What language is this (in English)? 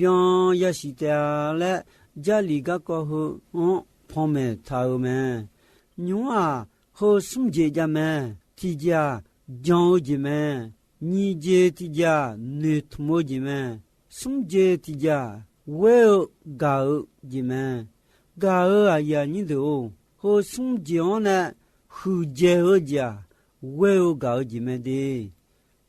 Akha